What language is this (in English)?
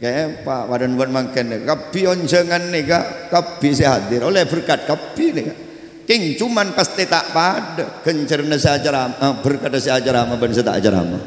Madurese